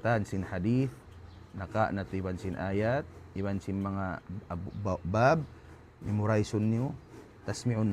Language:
Tausug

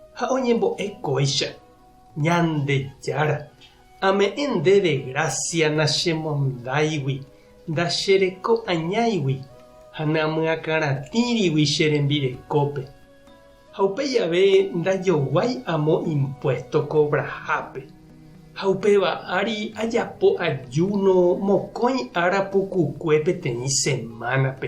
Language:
Guarani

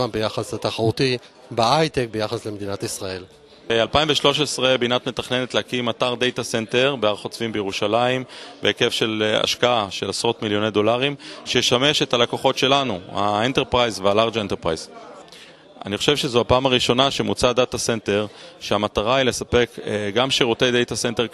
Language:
Hebrew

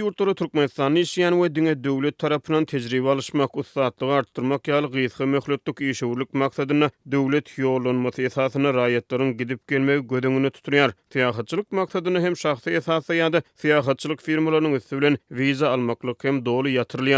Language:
Turkmen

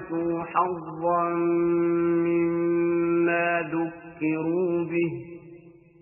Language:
Urdu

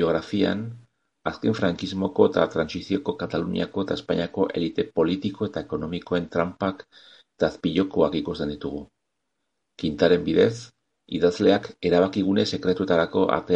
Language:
Basque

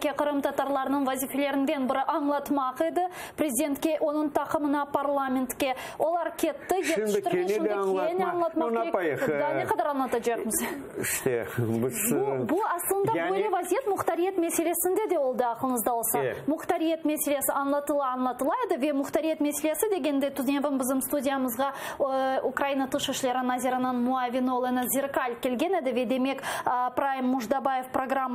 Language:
Crimean Tatar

